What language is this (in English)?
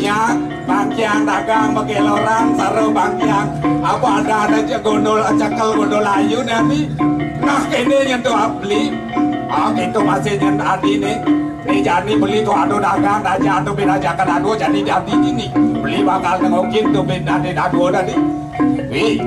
Balinese